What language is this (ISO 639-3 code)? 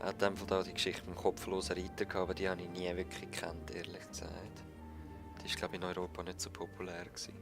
gsw